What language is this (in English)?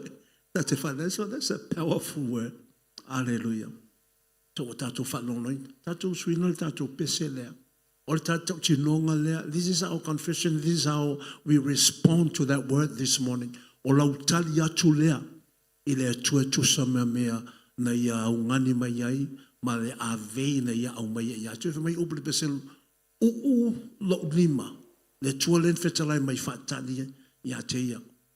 Samoan